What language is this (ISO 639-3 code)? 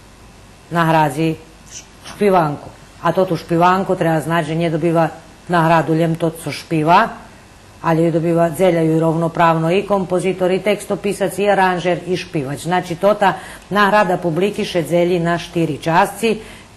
rue